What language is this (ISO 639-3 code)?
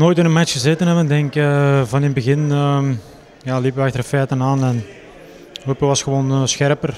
nld